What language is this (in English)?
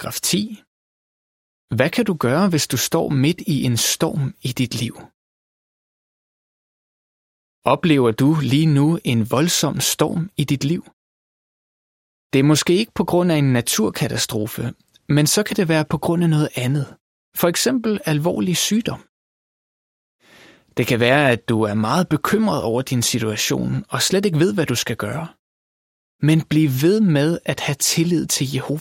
Danish